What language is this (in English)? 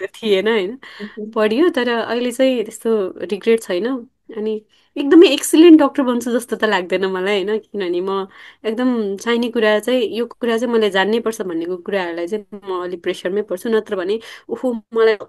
Nepali